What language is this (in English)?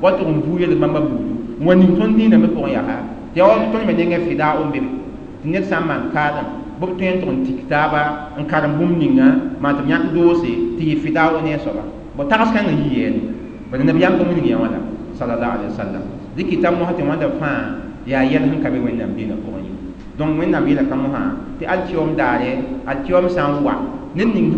Mossi